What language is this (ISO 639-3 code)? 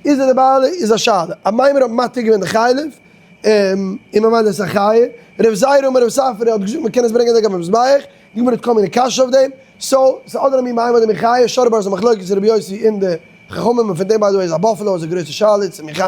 yid